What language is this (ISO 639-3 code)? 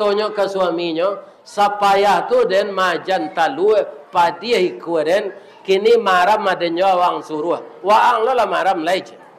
min